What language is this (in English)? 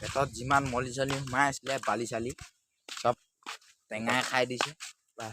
Assamese